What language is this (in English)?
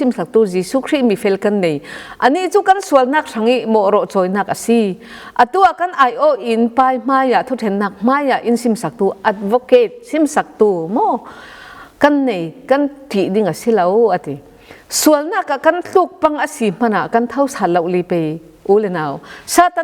Falam Chin